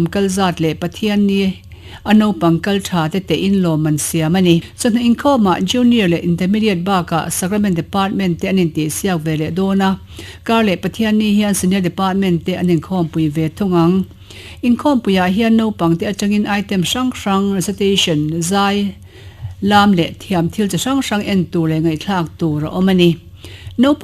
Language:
Mizo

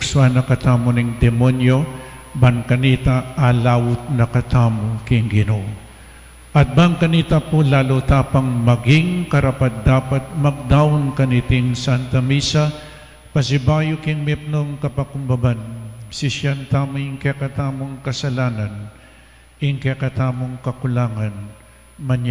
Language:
Pampanga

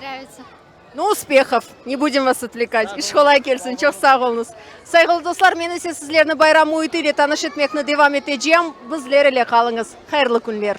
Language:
Crimean Tatar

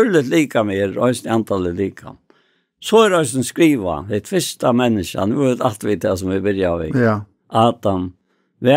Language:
Faroese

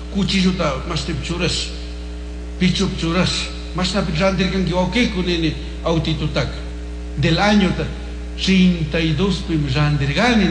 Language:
Chimborazo Highland Quichua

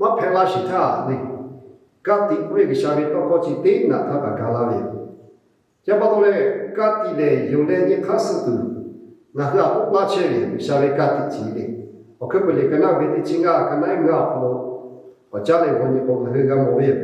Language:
Lahu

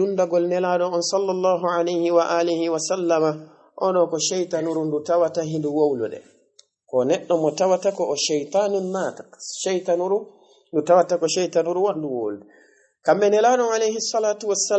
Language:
Fula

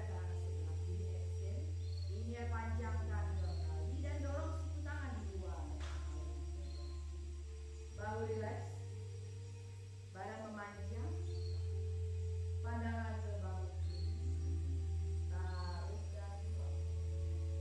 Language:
Indonesian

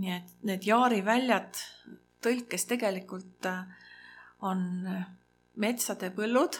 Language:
Estonian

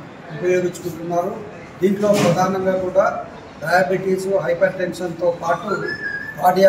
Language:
Telugu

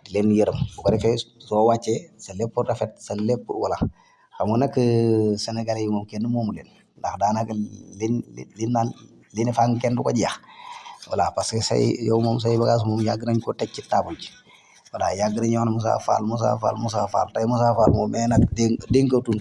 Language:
Wolof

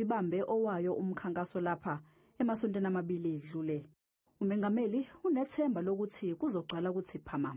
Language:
Zulu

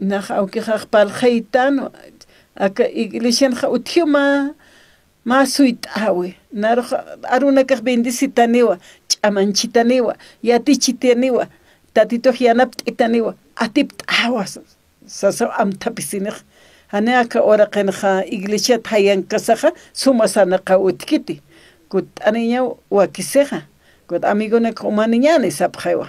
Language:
Aymara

